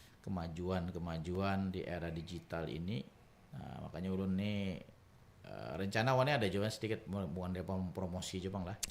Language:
Banjar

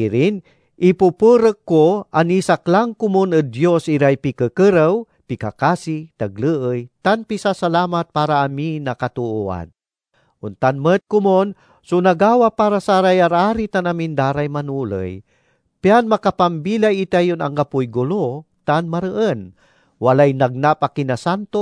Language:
Pangasinan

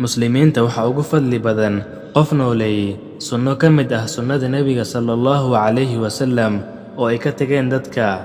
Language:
Somali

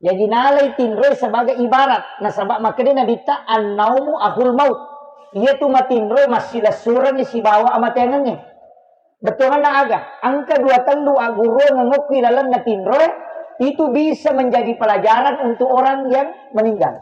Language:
Buginese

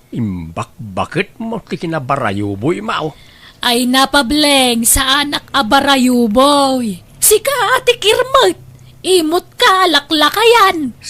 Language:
Iloko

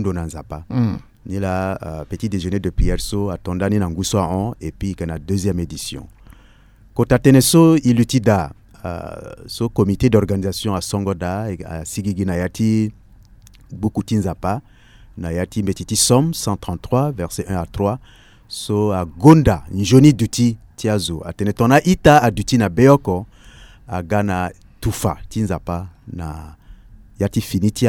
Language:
Sango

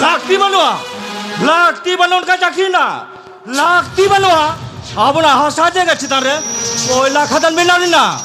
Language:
Santali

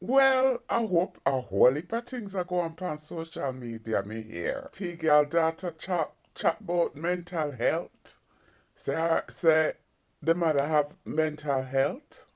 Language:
Jamaican Creole English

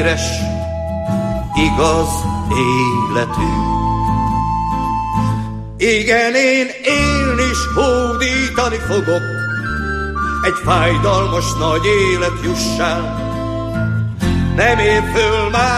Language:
Hungarian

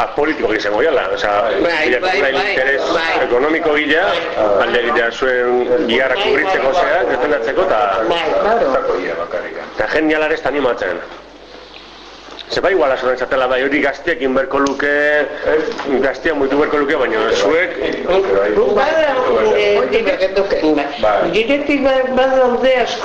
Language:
Basque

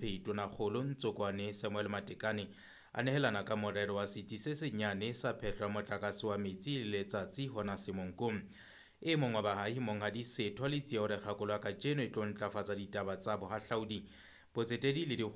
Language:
Southern Sotho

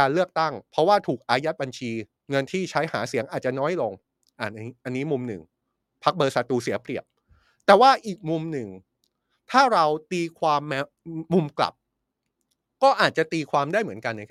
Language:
Thai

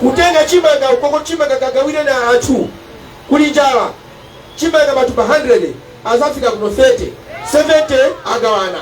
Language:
Nyanja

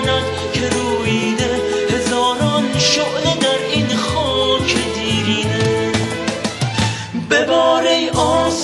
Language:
Persian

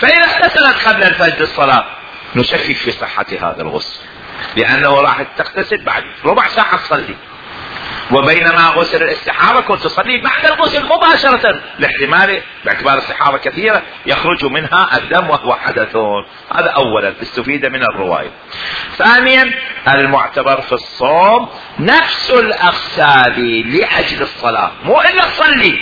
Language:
Mesopotamian Arabic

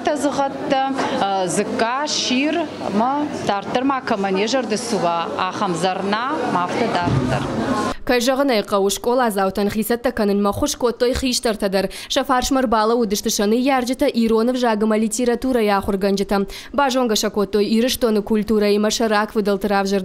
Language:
Ossetic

